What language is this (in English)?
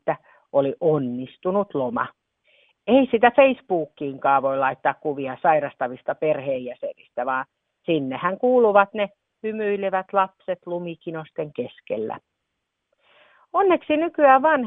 Finnish